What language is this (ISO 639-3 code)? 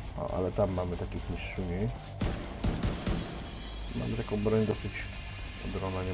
pol